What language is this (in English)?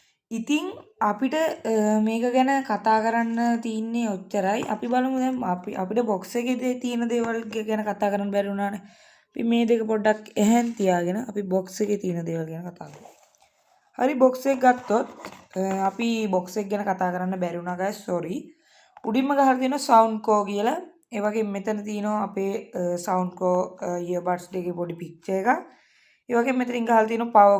Sinhala